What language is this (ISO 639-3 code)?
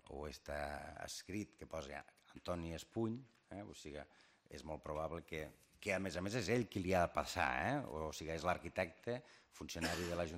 cat